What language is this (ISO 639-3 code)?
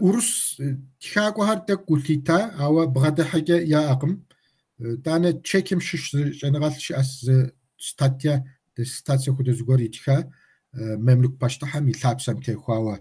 kbd